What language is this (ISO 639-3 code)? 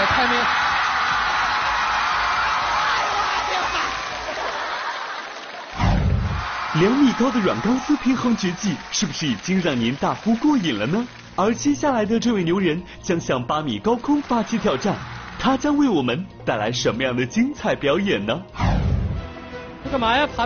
zho